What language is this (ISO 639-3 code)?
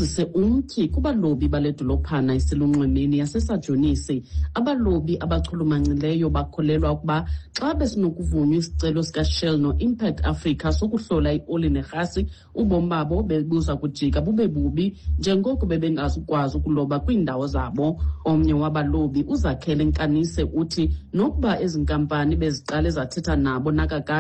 xho